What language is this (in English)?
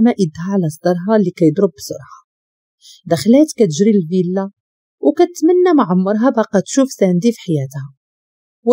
Moroccan Arabic